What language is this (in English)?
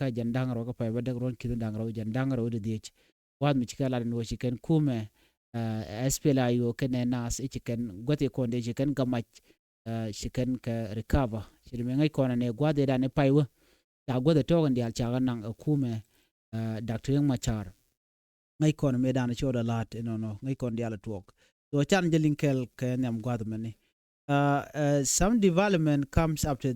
Nuer